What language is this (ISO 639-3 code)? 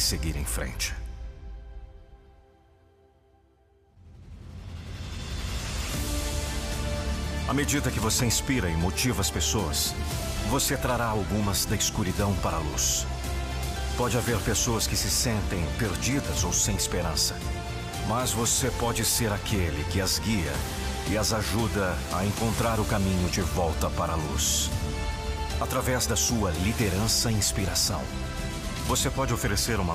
por